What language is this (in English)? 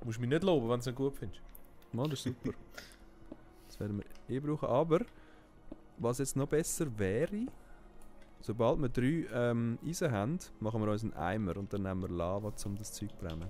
Swiss German